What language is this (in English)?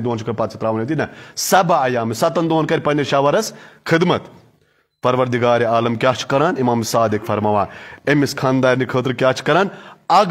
Kashmiri